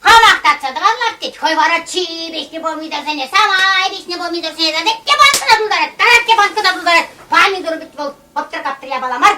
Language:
Chuvash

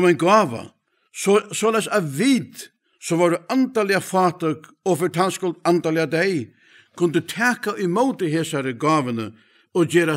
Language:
Faroese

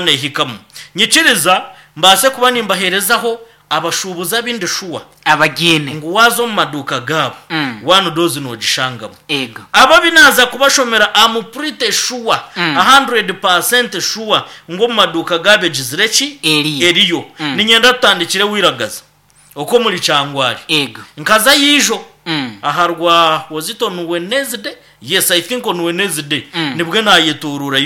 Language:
Nyankole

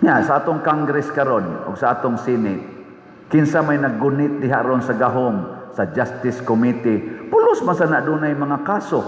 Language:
Cebuano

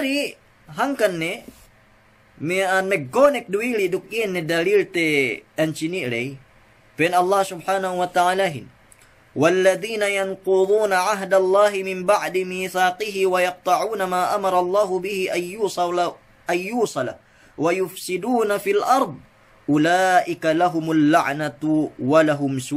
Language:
Yakan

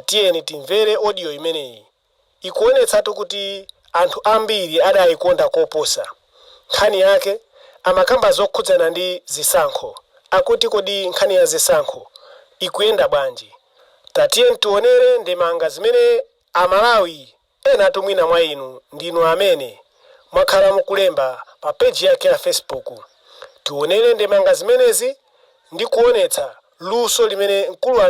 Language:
Nyanja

